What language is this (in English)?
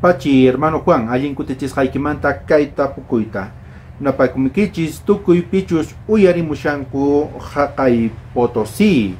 South Bolivian Quechua